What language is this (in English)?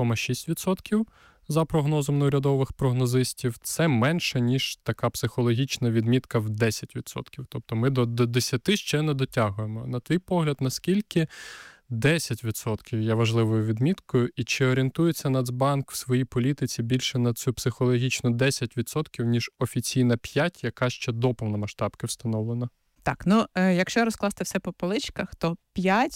Ukrainian